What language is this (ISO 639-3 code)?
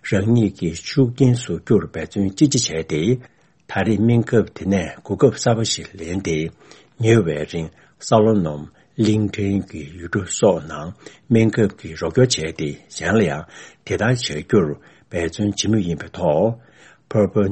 bod